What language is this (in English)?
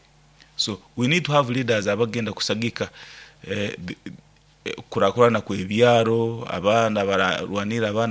Nyoro